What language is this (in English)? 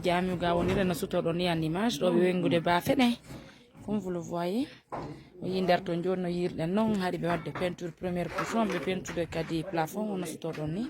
Fula